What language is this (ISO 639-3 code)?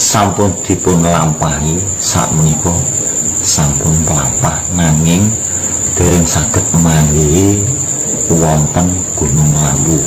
jav